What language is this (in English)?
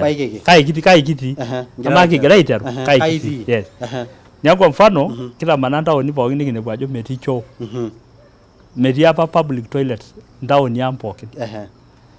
Masai